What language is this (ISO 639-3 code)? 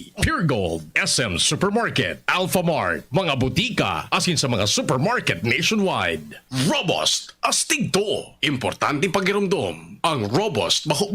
bik